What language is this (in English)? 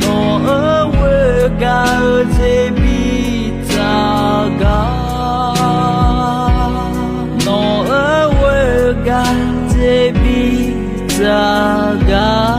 Akha